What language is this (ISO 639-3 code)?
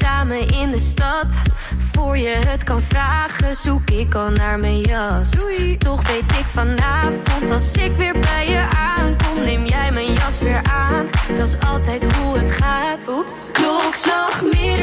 nld